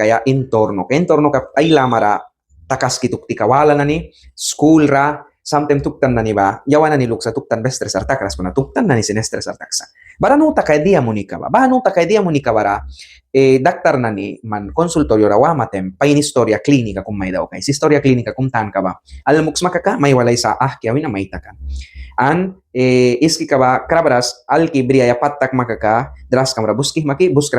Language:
Mískito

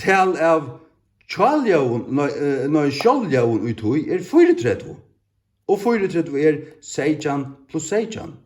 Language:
Faroese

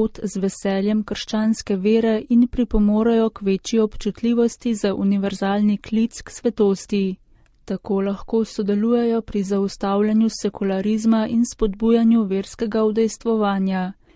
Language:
Slovenian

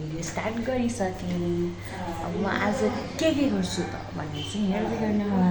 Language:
Nepali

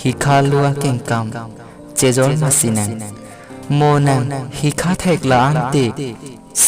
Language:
Karbi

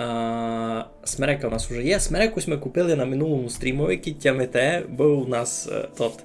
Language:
Rusyn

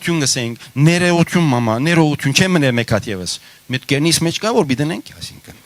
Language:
Western Armenian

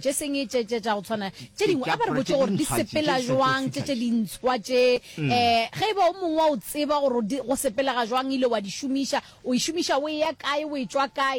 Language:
Northern Sotho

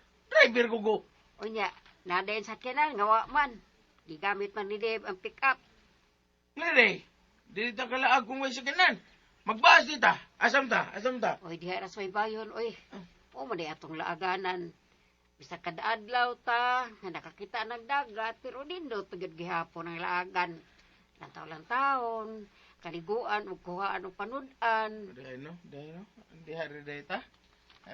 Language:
Cebuano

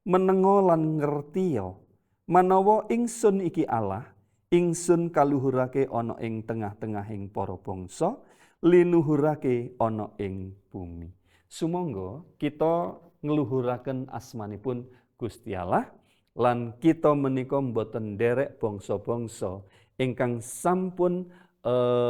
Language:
Javanese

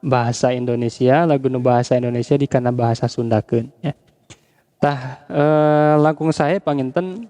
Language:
Sundanese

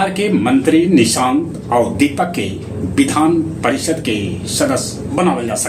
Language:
Magahi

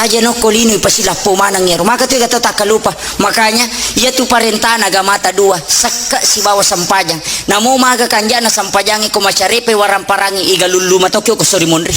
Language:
Buginese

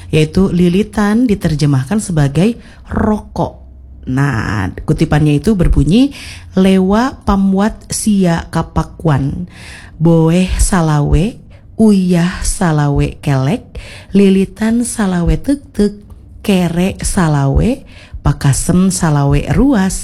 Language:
Indonesian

